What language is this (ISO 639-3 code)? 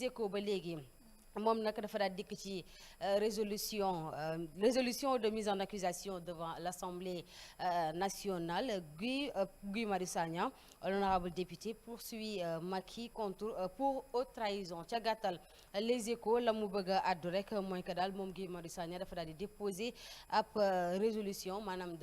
wol